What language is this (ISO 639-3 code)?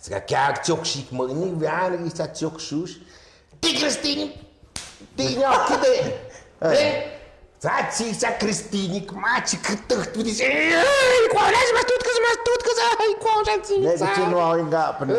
mxp